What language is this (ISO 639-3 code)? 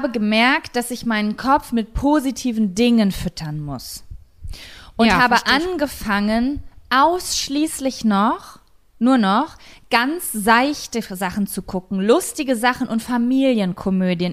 deu